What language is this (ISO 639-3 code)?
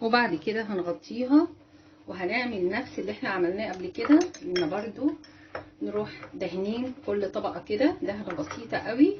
arz